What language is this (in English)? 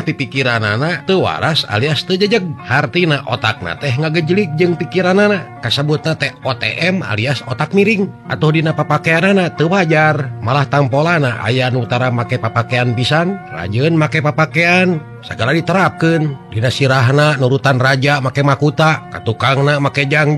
Sundanese